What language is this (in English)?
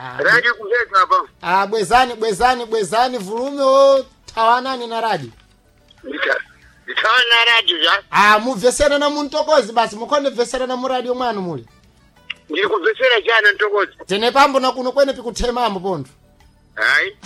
Sena